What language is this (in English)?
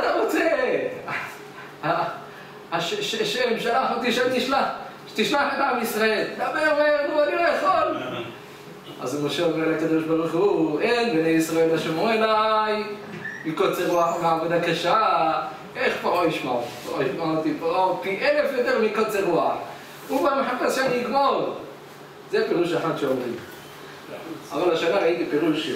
Hebrew